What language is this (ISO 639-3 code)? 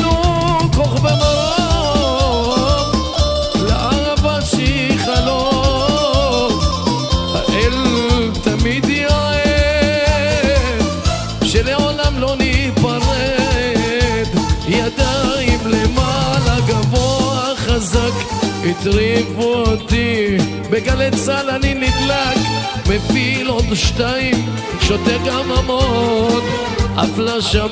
heb